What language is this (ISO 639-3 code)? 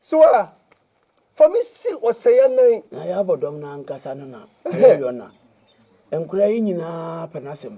aka